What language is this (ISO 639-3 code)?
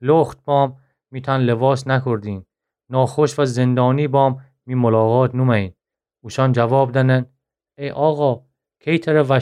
glk